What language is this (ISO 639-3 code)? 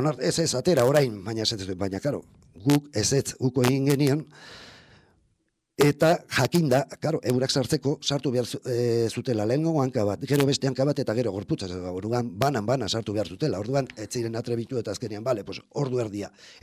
eus